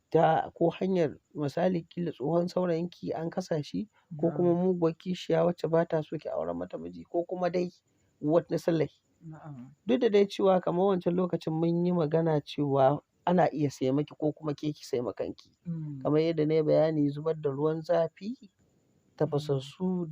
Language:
Hausa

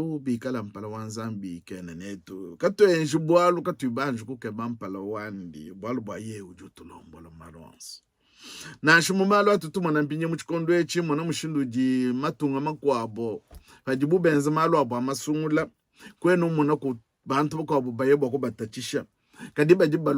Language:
Luba-Lulua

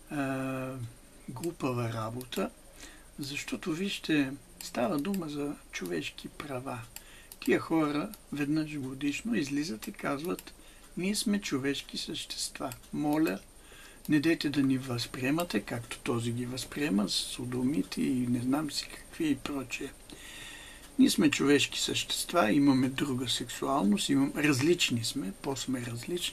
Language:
Bulgarian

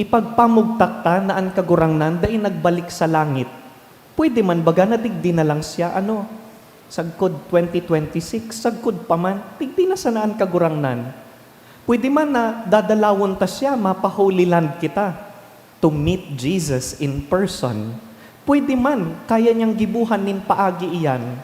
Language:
Bikol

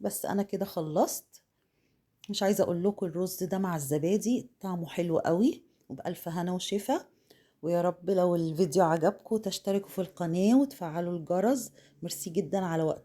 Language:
Egyptian Arabic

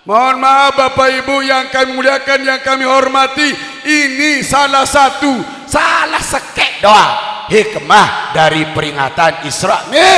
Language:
Sasak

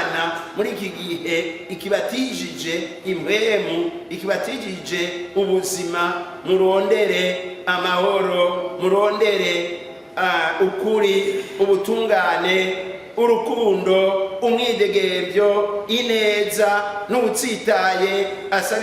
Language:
Rundi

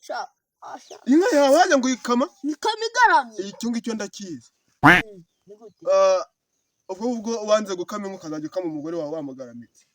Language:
Kinyarwanda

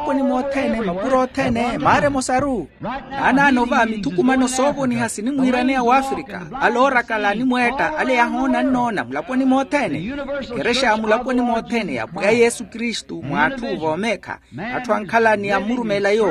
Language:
Makhuwa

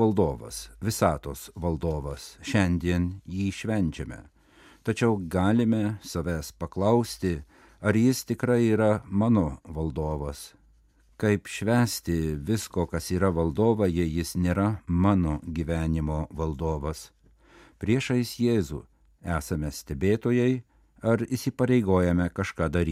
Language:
Lithuanian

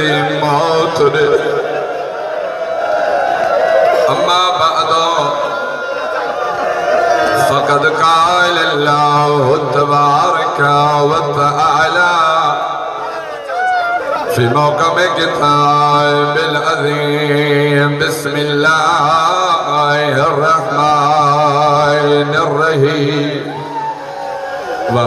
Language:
Sindhi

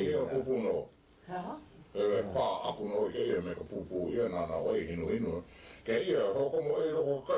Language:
Hawaiian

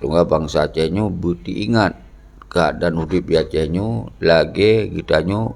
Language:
Achinese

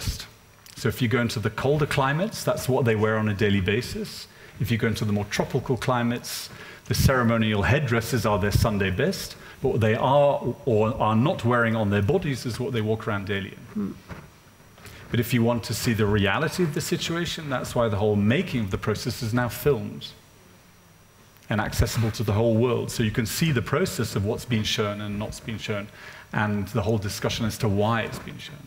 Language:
English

